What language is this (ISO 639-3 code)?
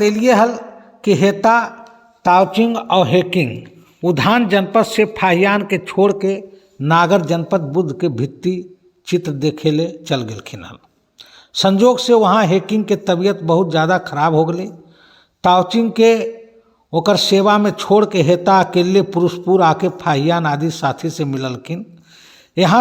mag